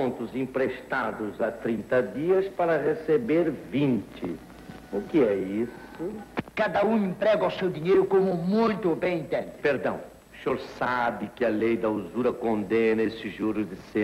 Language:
Portuguese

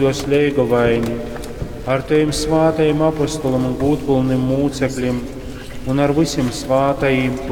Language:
Latgalian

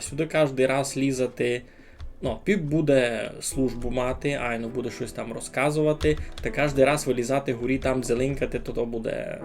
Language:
Rusyn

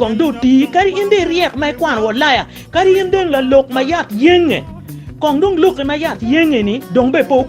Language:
Acoli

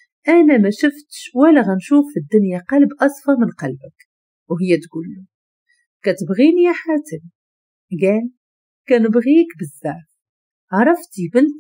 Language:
Moroccan Arabic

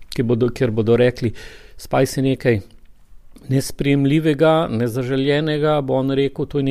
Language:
Slovenian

